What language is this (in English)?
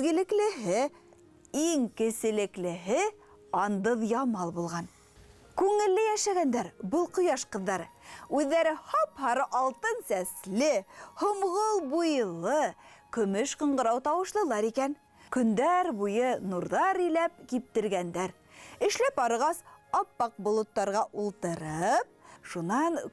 Bashkir